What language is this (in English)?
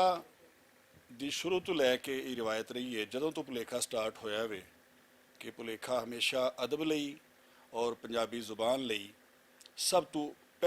Western Panjabi